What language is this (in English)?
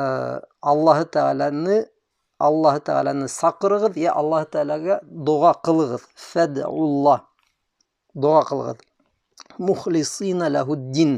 Bashkir